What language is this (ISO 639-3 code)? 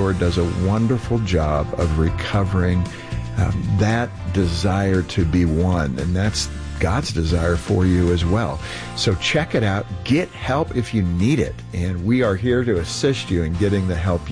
eng